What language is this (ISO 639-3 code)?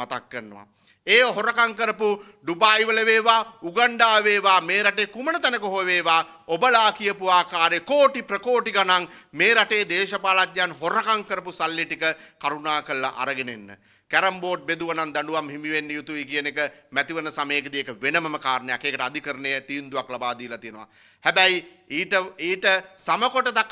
sin